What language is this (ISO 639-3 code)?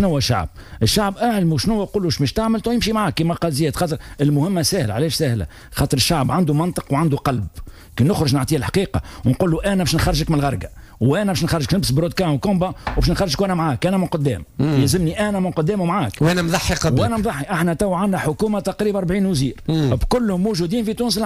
aeb